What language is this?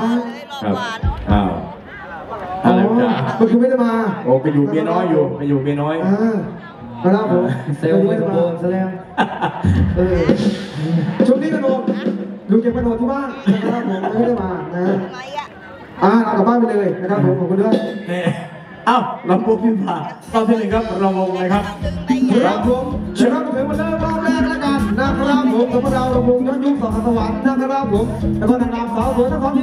Thai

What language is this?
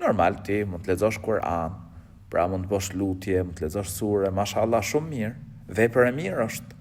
Albanian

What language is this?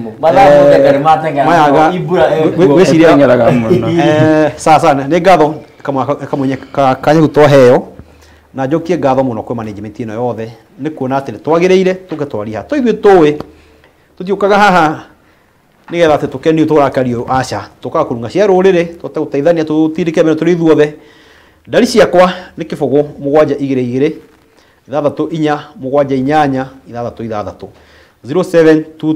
Kikuyu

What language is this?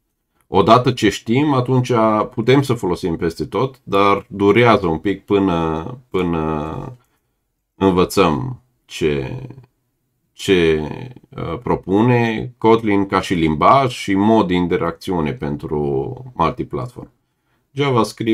Romanian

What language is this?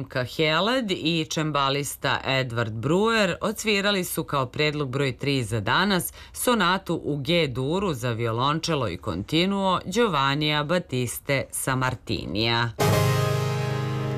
Serbian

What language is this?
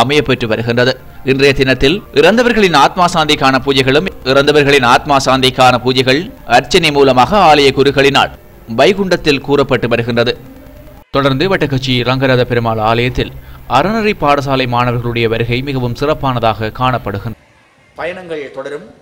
Tamil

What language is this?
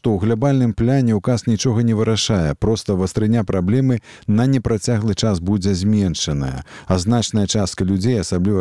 Belarusian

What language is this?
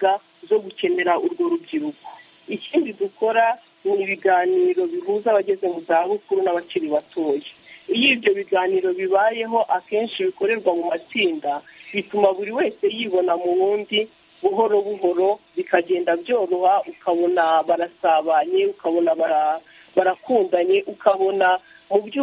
Kinyarwanda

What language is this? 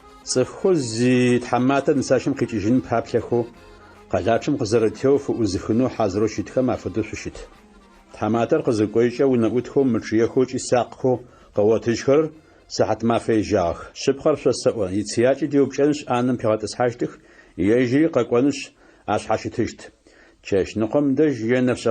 Adyghe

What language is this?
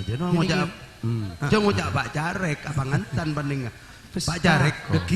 Madurese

